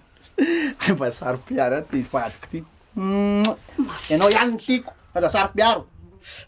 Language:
Malagasy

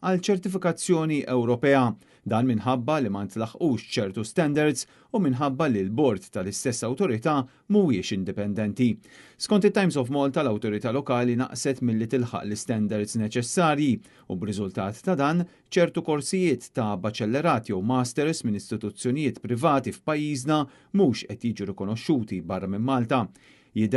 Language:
Maltese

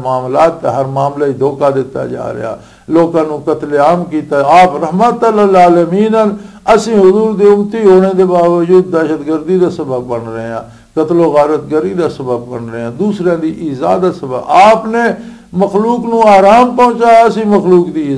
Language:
Western Panjabi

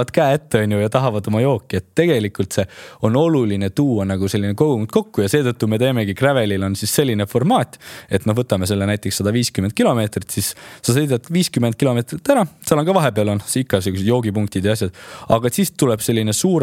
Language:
Estonian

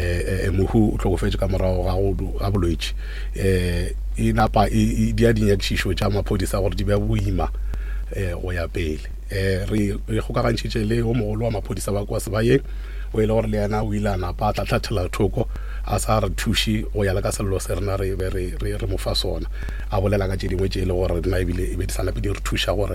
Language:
Northern Sotho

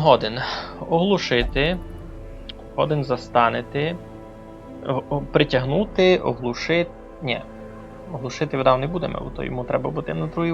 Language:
Rusyn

